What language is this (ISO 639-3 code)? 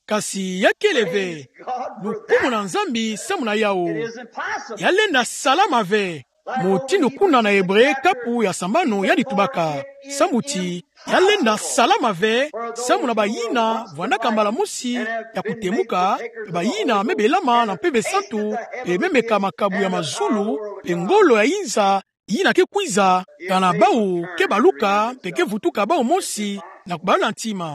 ktu